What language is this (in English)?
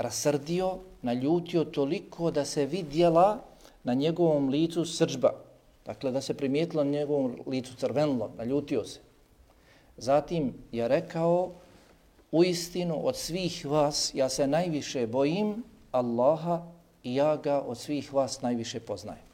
Bosnian